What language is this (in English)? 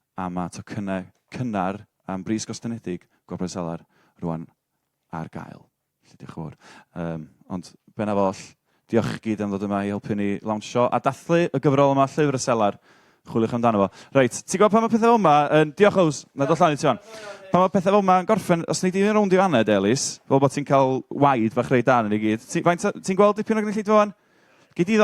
Welsh